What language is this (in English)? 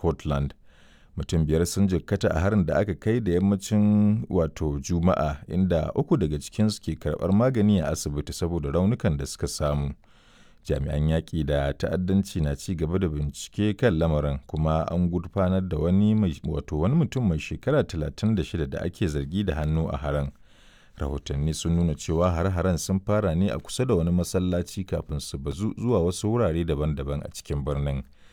Hausa